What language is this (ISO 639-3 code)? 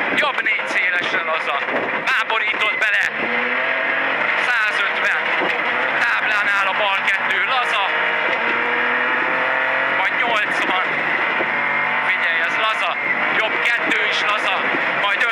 hun